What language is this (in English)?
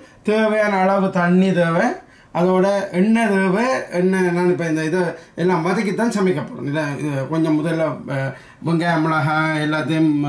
Tamil